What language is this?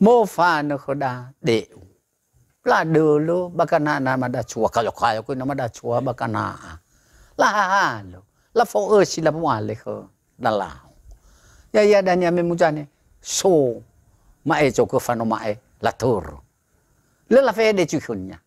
Nias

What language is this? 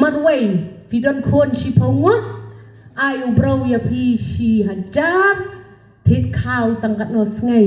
Khasi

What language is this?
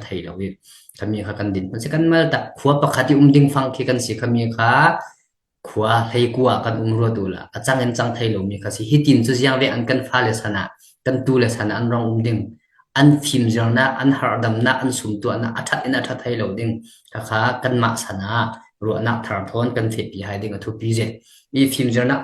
Falam Chin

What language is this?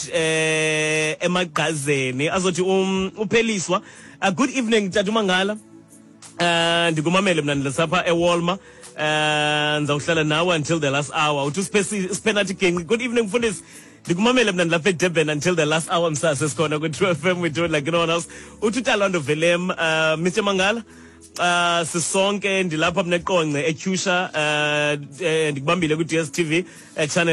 Xhosa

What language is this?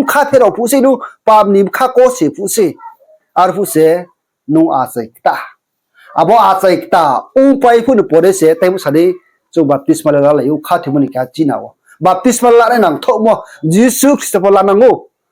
Riang (India)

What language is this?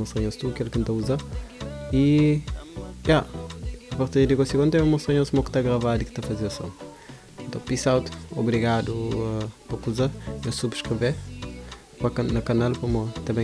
Kabuverdianu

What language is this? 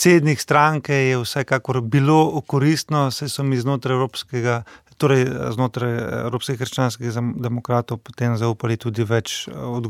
Slovenian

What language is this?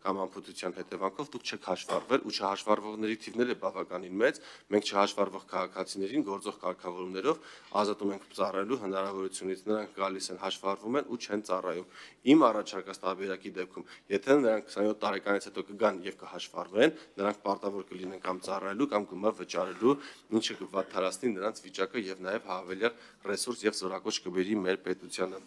Armenian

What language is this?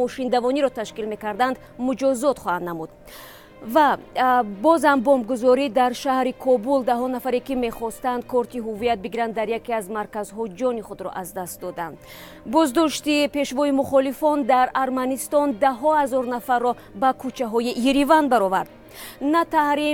Tajik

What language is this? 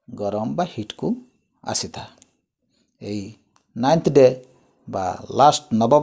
Odia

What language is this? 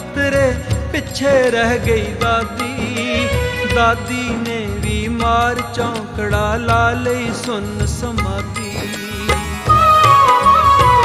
Punjabi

